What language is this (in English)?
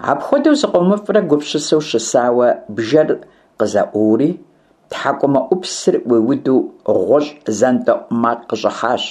Kabardian